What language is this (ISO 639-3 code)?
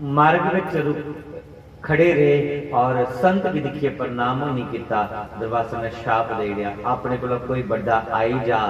doi